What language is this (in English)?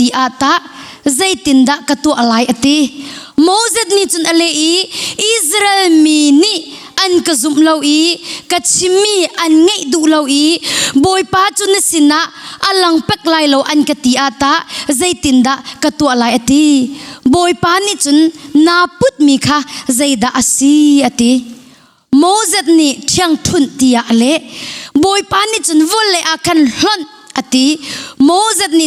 Hakha Chin